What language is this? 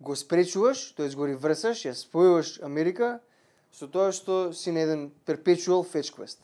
Macedonian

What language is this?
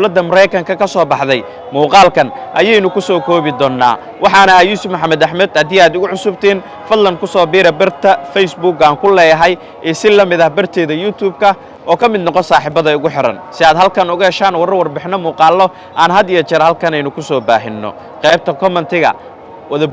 Somali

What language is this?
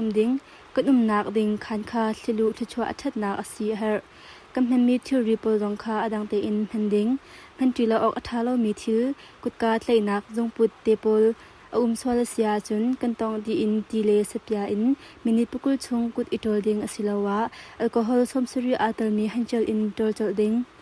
Hakha Chin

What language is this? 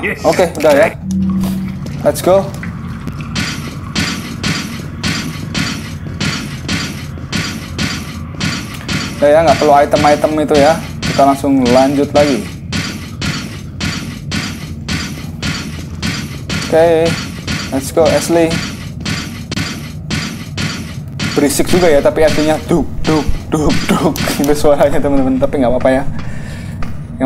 Indonesian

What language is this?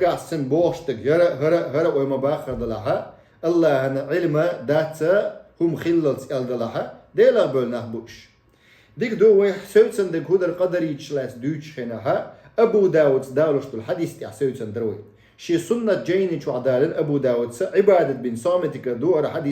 Chechen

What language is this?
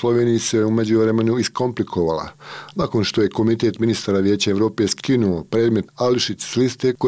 Bosnian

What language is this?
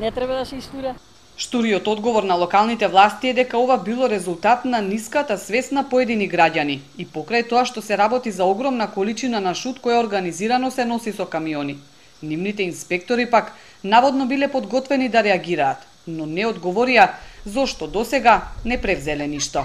Macedonian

